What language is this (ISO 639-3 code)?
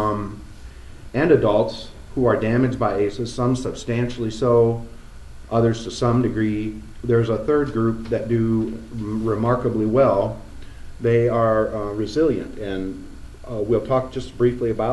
eng